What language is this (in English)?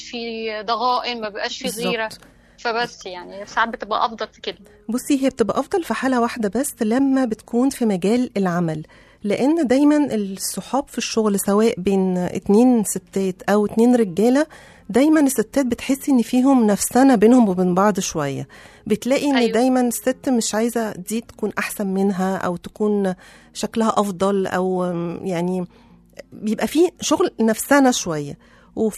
Egyptian Arabic